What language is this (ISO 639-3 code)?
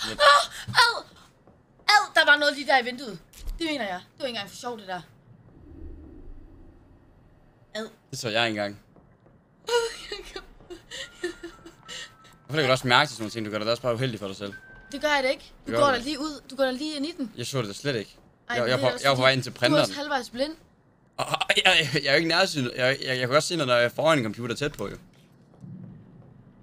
dan